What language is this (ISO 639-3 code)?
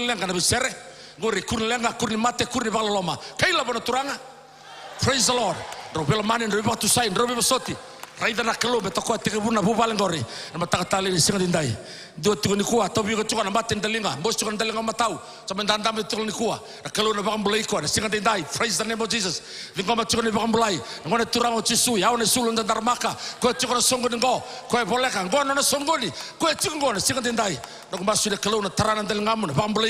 fij